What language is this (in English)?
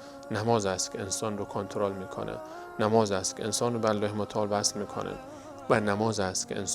Persian